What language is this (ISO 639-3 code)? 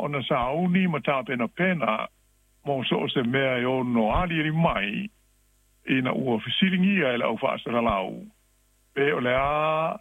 smo